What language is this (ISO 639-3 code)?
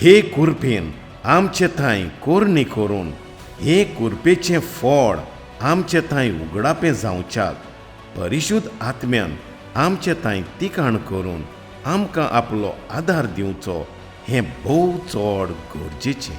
kok